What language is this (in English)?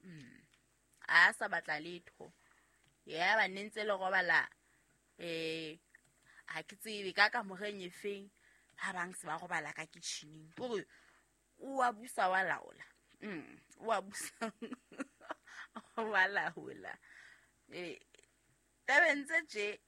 Southern Sotho